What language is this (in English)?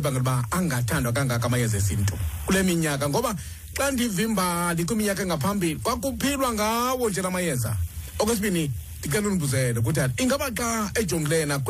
Xhosa